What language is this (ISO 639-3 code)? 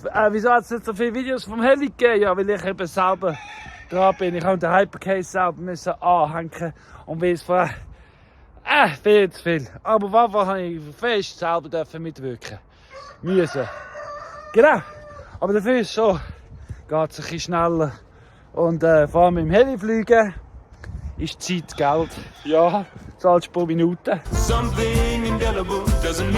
gsw